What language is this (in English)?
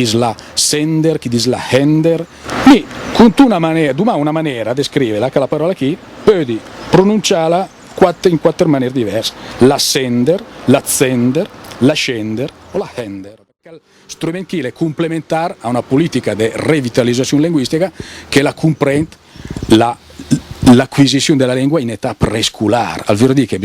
Lombard